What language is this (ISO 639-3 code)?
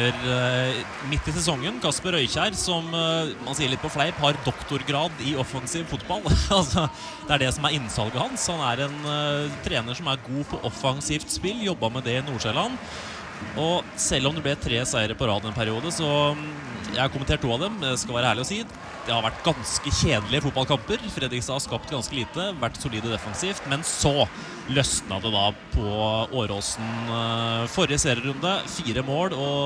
nor